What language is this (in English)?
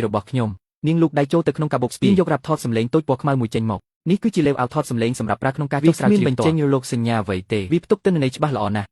Khmer